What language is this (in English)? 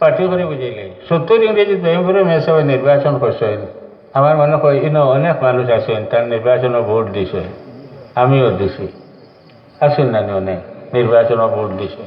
Sylheti